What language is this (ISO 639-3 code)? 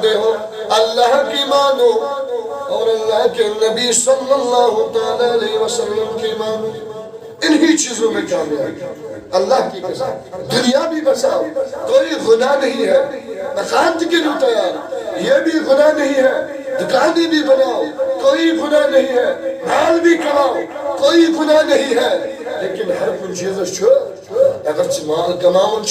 kas